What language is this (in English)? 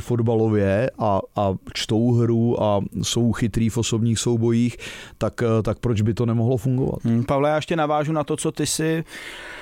Czech